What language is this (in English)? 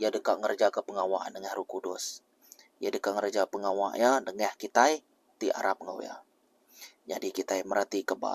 Iban